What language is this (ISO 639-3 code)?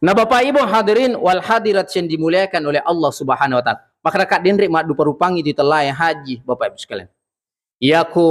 bug